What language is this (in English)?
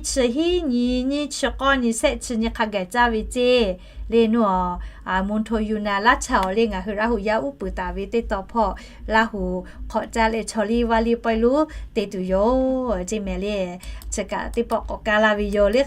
Lahu